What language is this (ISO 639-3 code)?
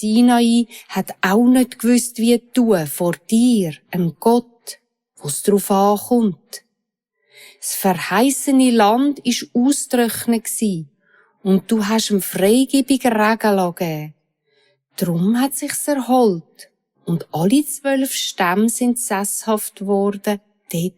gsw